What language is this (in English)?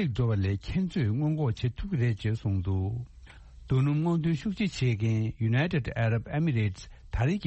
Tibetan